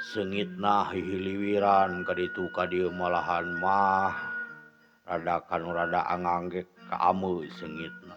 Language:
Sundanese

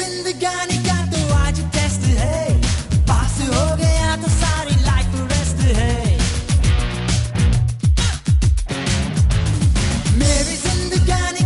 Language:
Hindi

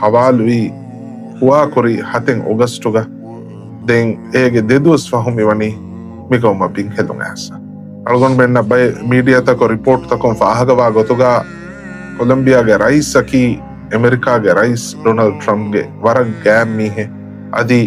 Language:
Divehi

